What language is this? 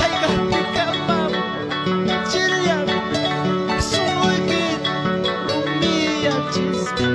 Ayacucho Quechua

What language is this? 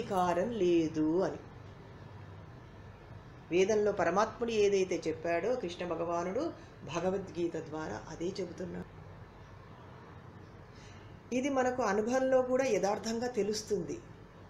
Telugu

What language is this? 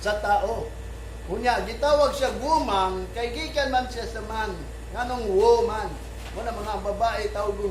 Cebuano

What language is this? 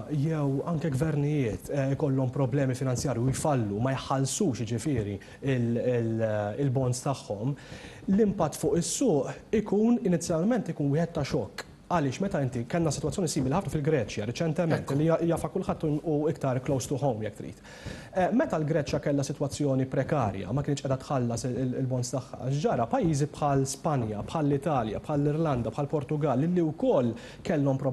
Maltese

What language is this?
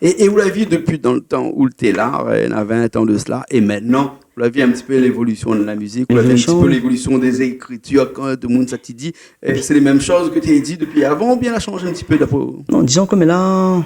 Réunion Creole French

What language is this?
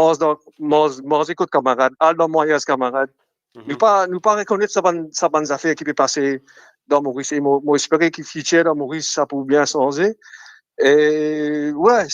Morisyen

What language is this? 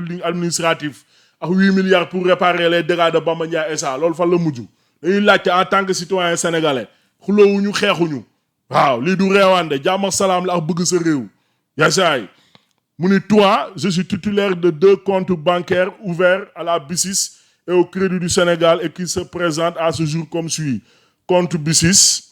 Wolof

